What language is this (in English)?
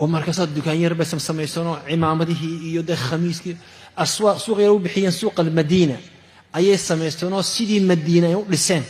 Somali